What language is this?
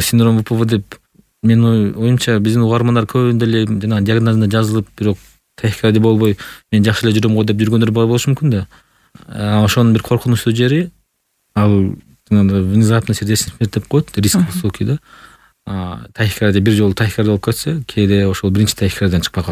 Kyrgyz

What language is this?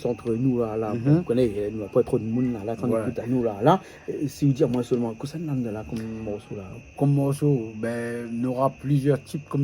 Réunion Creole French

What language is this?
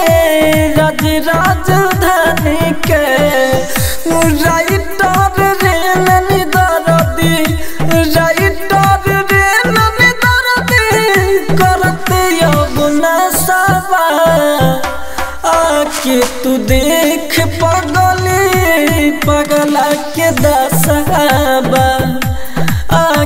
Bhojpuri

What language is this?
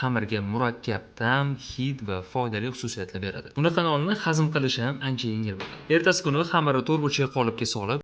Uzbek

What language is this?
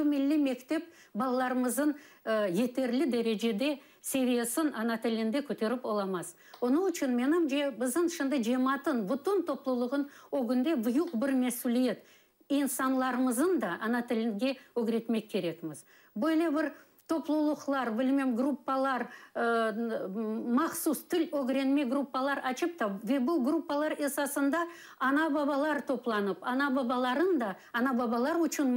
Crimean Tatar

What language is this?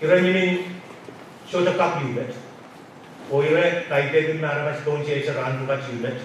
Pohnpeian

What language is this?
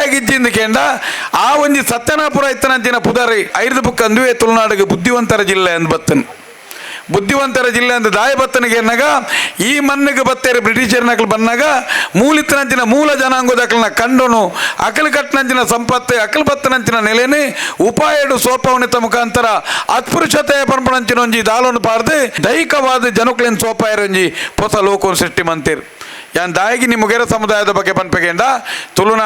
Tulu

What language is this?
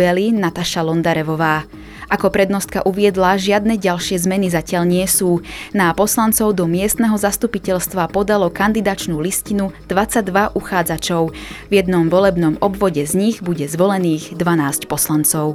Slovak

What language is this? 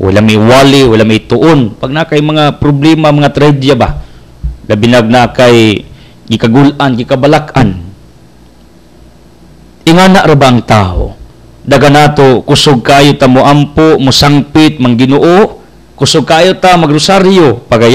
Cebuano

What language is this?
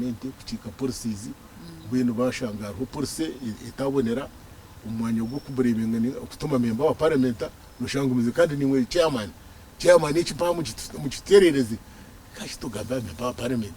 Nyankole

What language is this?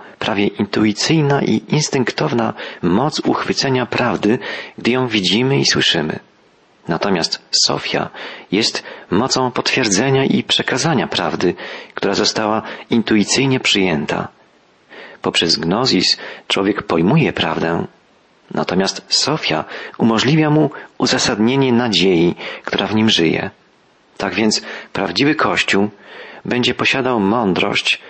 Polish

